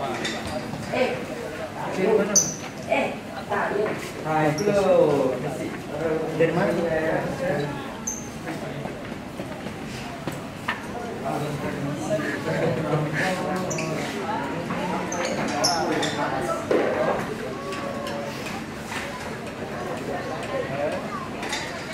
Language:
Indonesian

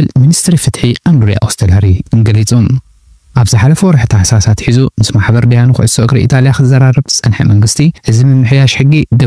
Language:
Tigrinya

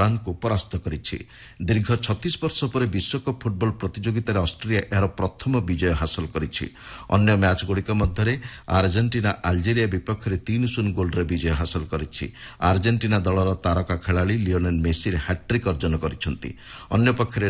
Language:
Odia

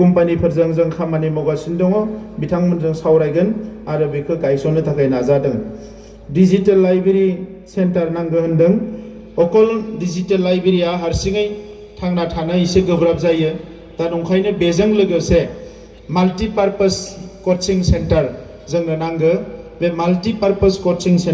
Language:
Bodo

